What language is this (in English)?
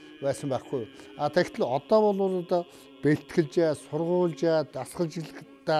Mongolian